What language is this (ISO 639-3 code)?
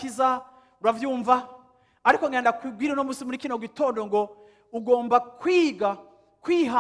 run